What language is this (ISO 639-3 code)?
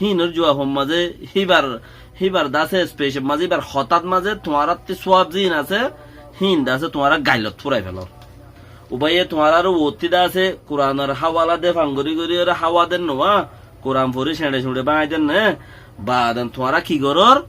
rhg